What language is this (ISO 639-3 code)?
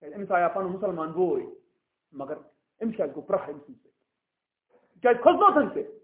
kas